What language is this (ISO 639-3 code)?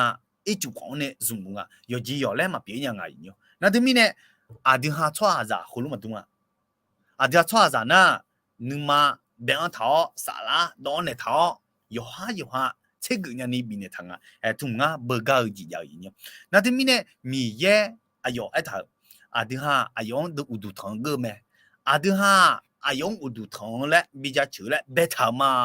ahk